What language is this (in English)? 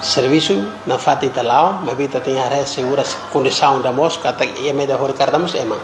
Tetum